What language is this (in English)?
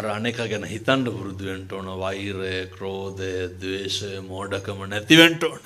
Sinhala